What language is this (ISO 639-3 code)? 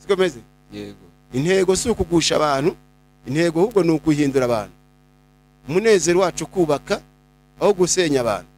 kin